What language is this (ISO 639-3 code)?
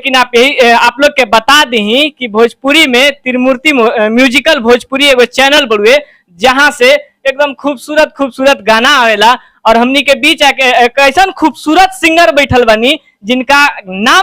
bho